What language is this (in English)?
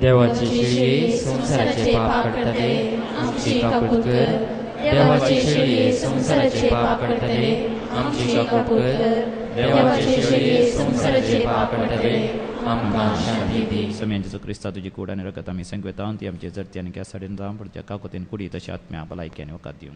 Konkani